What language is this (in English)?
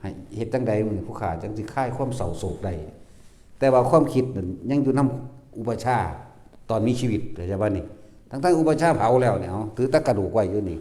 Northeastern Thai